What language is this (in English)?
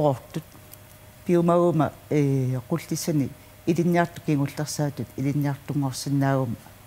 Kalaallisut